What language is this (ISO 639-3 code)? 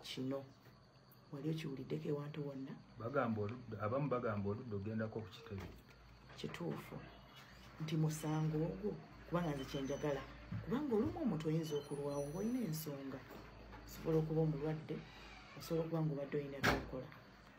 lug